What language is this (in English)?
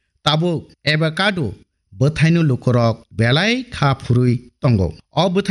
Kok Borok